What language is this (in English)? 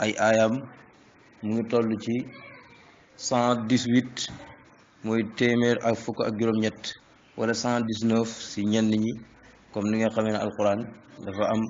Wolof